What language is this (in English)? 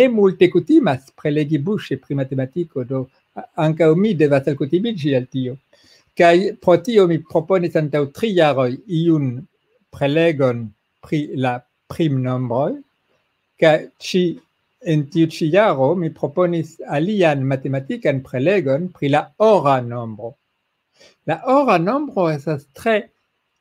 Esperanto